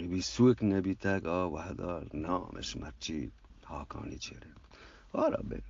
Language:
Eastern Balochi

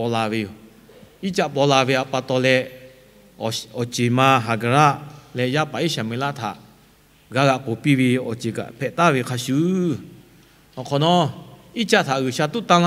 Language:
Lahu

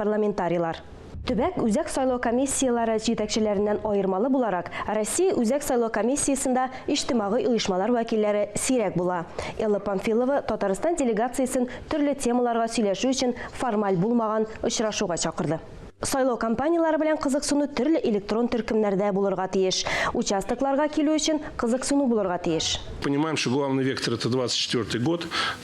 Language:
Tatar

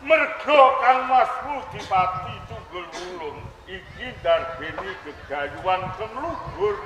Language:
Javanese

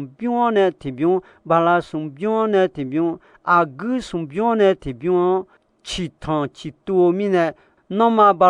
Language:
Akha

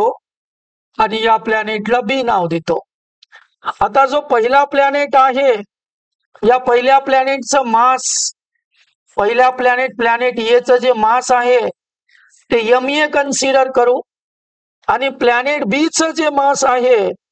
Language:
Marathi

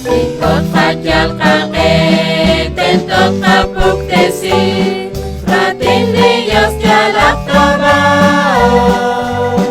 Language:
Kekchí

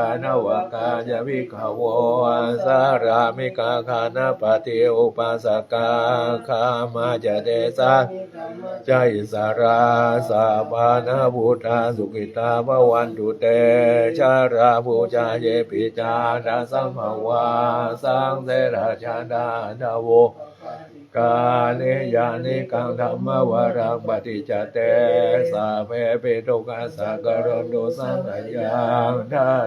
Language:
Pali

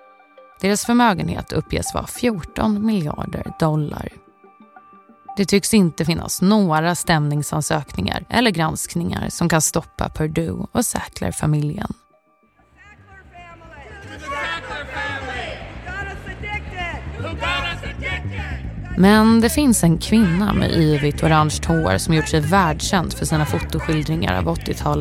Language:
Swedish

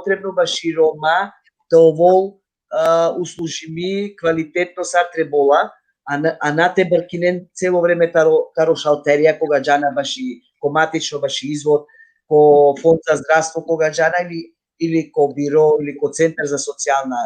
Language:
Balkan Romani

